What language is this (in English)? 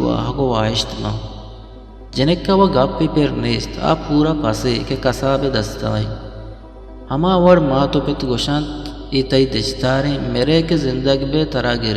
Eastern Balochi